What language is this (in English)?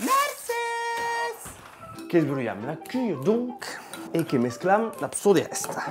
Occitan